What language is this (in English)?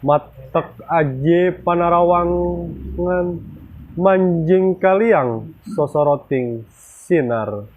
Sundanese